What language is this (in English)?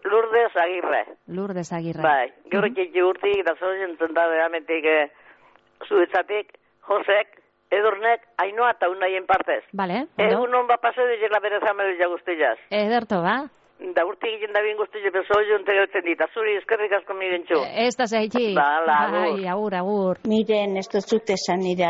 Basque